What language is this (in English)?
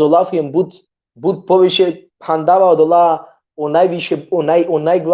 Balkan Romani